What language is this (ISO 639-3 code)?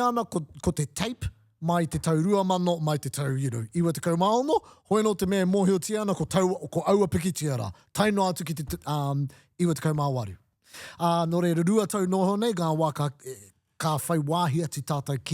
mri